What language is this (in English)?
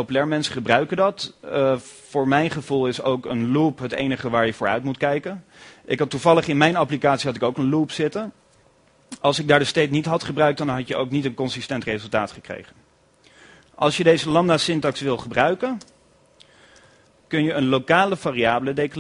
Dutch